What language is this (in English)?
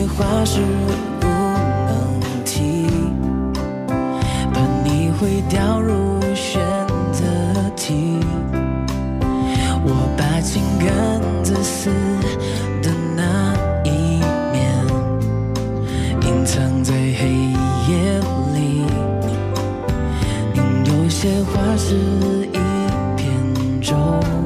Chinese